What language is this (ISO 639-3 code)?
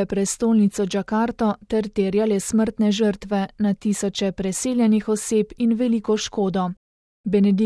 slv